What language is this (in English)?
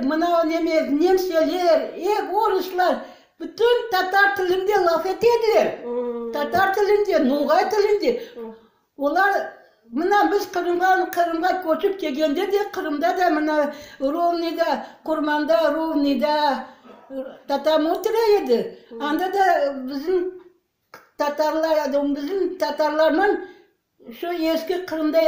Crimean Tatar